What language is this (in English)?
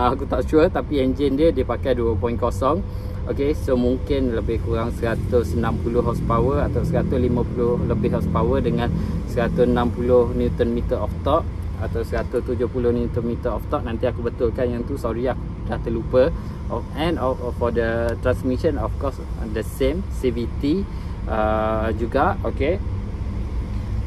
Malay